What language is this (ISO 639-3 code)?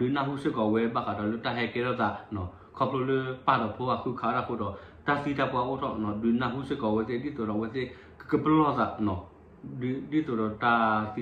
ksw